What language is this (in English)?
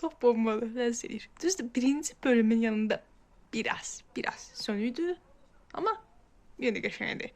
Azerbaijani